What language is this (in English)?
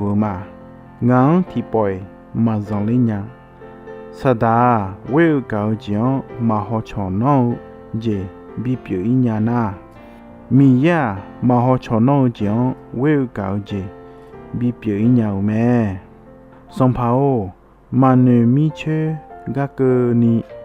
Akha